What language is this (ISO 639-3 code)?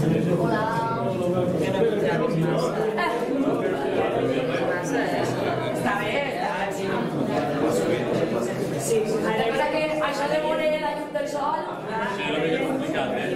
cat